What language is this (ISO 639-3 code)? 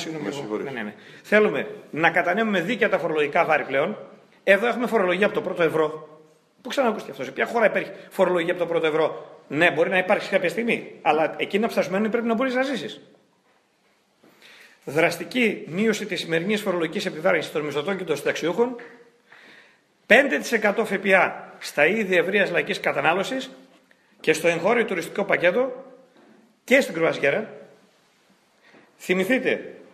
ell